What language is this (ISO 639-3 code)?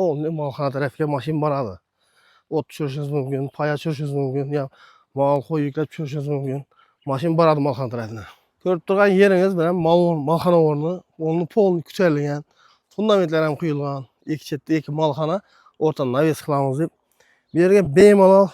uzb